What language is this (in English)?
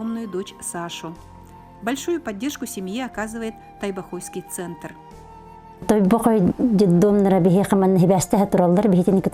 Yakut